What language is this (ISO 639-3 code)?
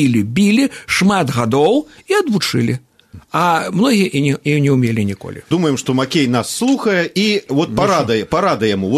bel